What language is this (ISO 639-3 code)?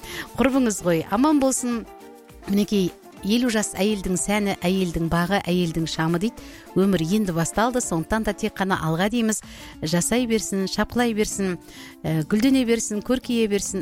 kaz